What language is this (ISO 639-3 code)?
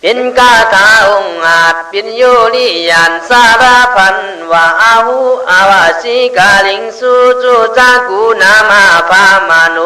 kkh